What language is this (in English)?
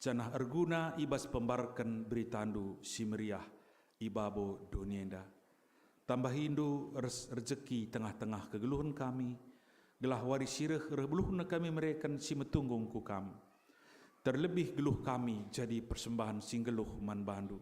Batak Karo